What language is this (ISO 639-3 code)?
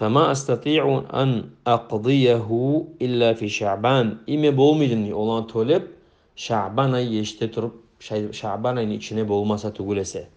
kum